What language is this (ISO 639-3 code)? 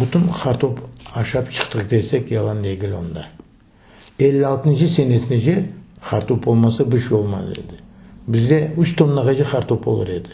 crh